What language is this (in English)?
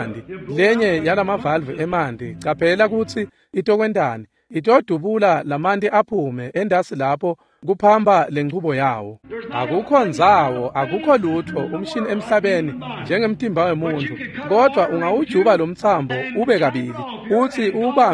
Swati